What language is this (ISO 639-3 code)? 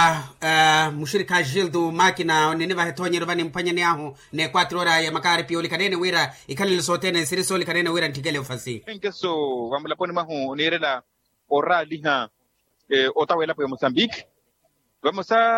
vmw